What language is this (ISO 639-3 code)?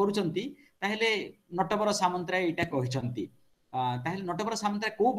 ori